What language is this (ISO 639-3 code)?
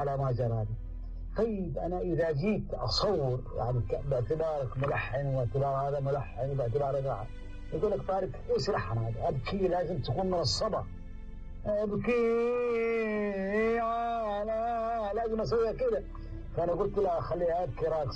apc